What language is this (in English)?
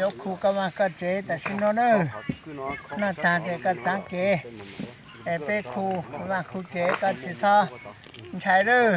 Hmong